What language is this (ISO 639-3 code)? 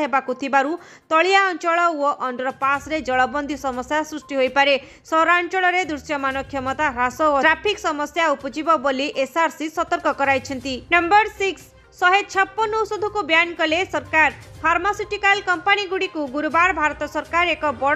ori